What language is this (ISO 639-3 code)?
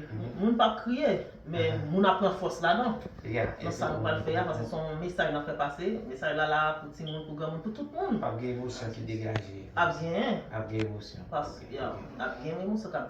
hat